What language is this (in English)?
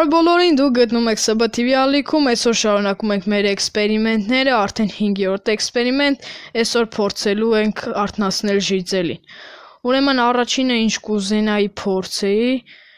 Armenian